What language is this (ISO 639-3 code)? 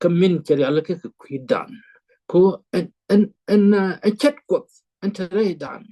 nus